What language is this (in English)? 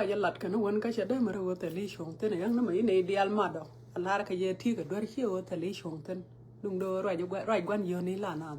Nuer